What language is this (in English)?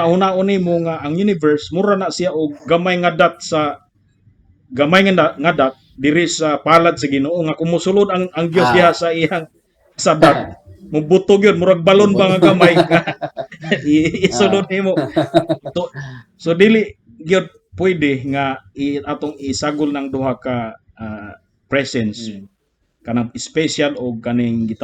Cebuano